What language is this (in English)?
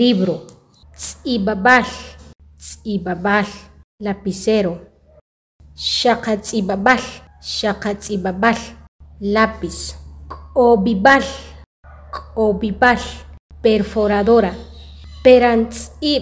Achi